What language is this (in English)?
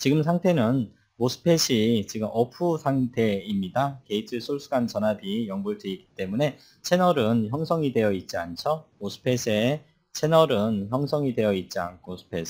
Korean